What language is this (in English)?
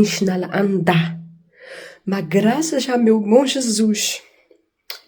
Kabuverdianu